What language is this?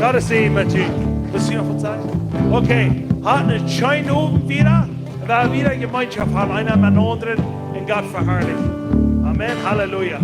Plautdietsch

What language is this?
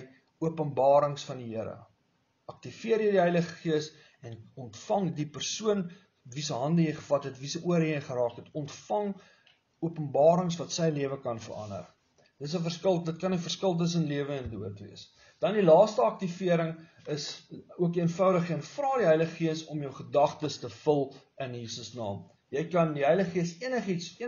Afrikaans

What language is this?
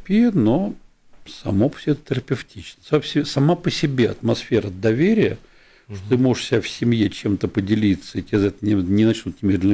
Russian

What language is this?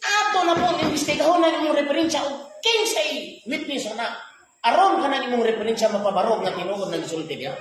Cebuano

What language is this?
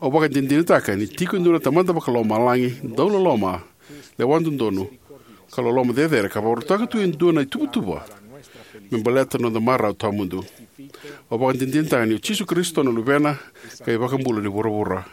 Fijian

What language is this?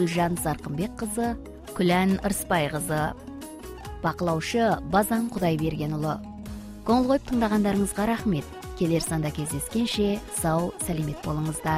Kazakh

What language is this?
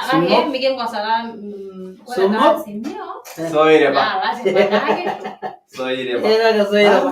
Masai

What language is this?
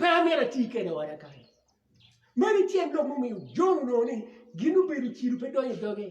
Acoli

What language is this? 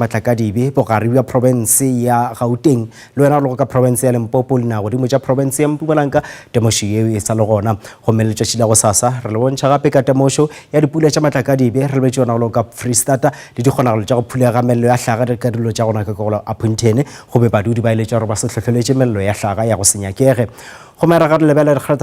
Northern Sotho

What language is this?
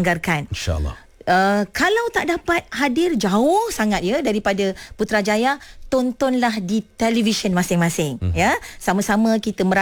Malay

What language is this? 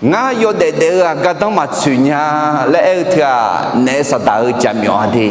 Akha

